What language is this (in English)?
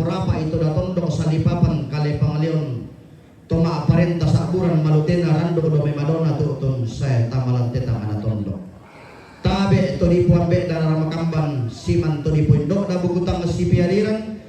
Toraja-Sa'dan